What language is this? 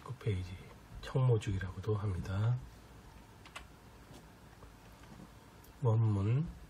Korean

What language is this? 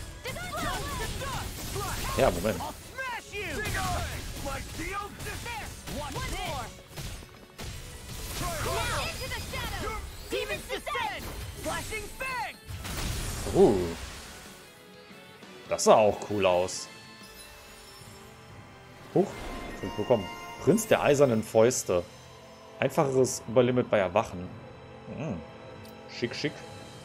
German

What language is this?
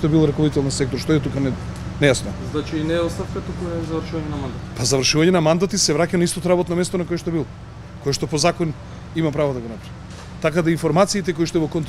Macedonian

